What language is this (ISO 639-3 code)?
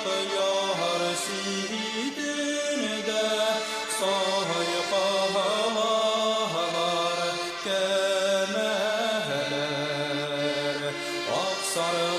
bak